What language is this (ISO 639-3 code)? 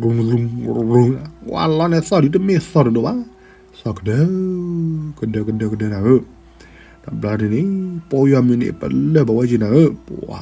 ksw